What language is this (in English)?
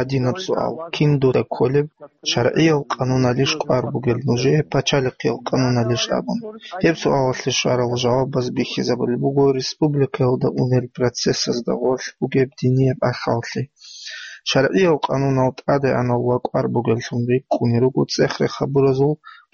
Avaric